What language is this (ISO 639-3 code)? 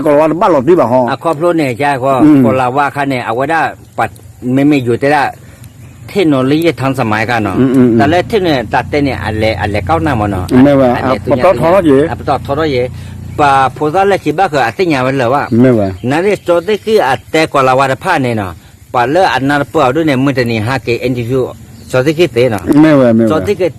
ksw